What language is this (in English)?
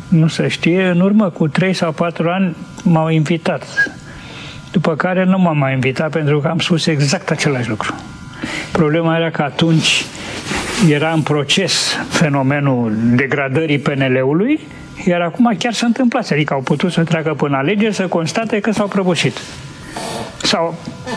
Romanian